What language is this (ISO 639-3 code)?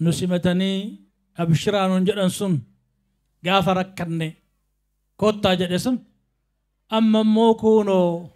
orm